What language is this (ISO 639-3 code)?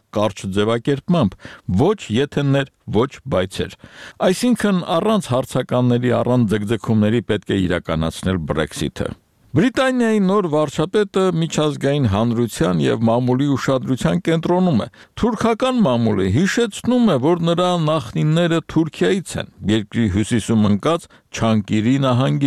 hye